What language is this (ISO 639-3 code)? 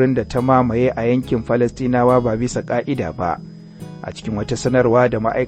hau